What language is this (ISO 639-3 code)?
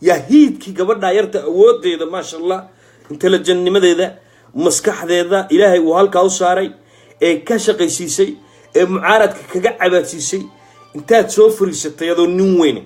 som